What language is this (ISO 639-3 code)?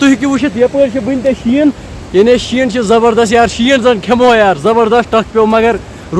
kas